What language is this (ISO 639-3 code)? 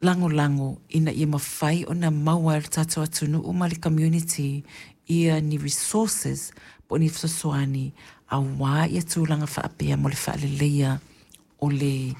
smo